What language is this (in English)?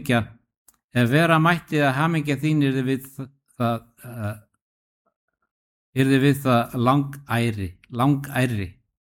Icelandic